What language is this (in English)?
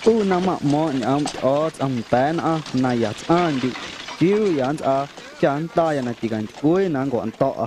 Guerrero Amuzgo